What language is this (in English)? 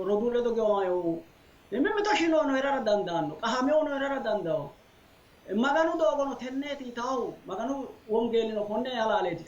Sidamo